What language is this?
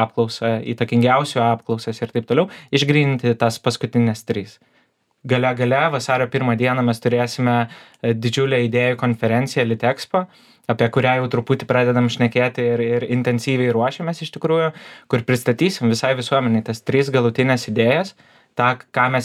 Lithuanian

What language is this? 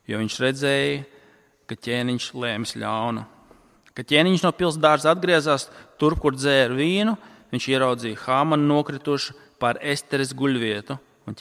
Latvian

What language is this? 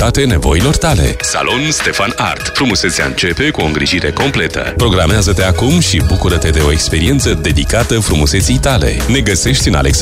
Romanian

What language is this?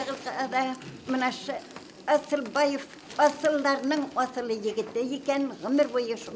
Bashkir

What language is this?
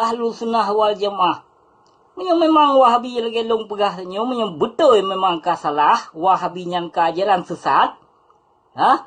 Achinese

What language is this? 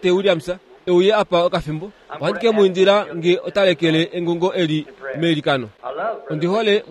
Kuanyama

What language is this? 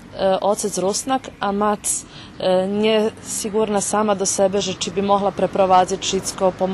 Rusyn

